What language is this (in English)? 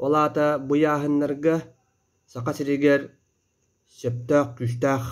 Yakut